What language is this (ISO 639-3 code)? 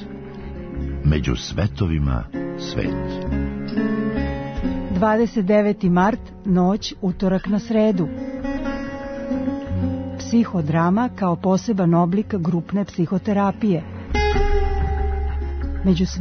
srp